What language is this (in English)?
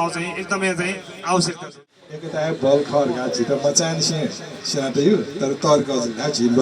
Newari